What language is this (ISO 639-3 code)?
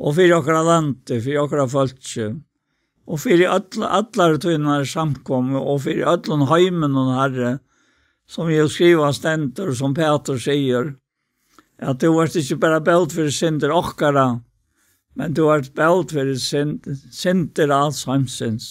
fao